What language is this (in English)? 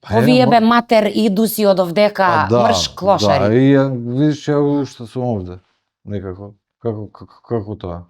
Macedonian